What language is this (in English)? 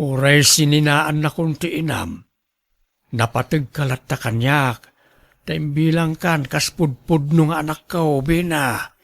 Iloko